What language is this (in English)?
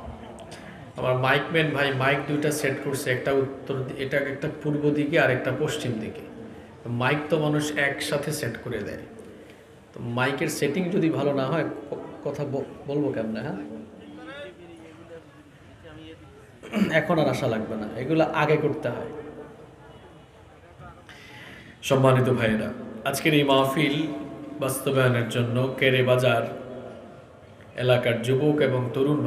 Bangla